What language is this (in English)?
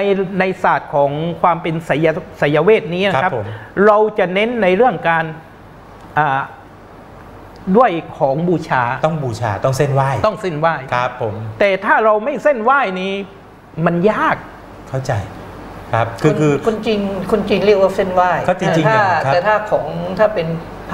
Thai